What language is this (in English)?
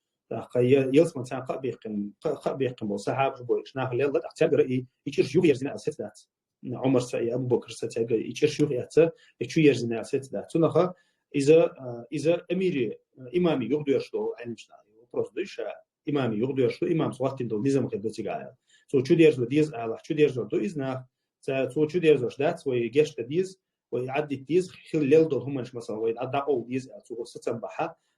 Chechen